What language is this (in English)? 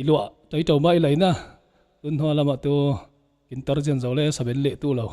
Falam Chin